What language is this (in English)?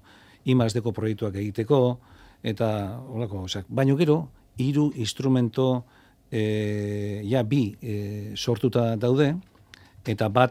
Basque